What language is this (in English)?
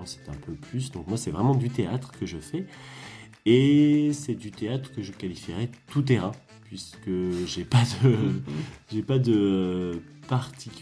French